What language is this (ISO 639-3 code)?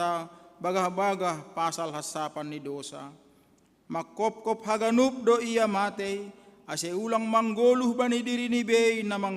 bts